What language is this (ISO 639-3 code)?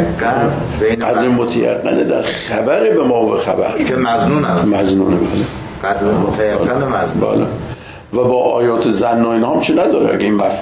fas